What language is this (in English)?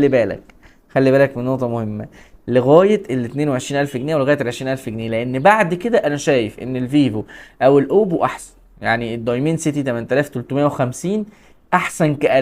Egyptian Arabic